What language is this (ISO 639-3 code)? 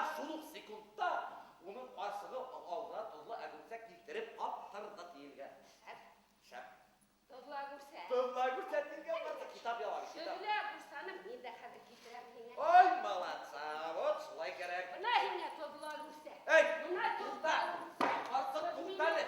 bak